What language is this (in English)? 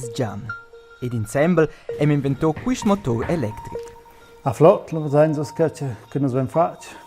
Romansh